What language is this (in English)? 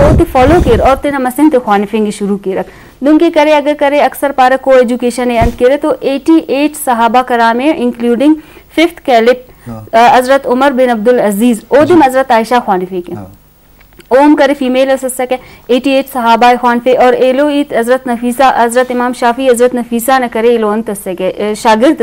Eastern Balochi